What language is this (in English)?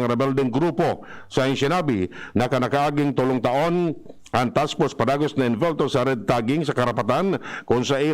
Bikol